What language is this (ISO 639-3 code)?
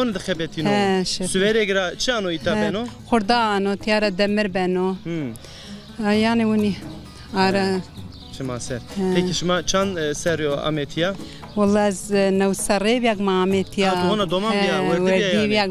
zza